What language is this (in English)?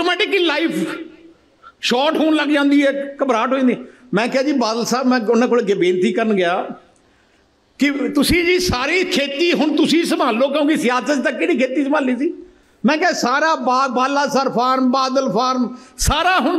Punjabi